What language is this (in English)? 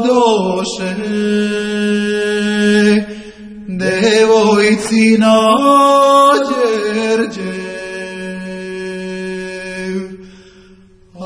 Serbian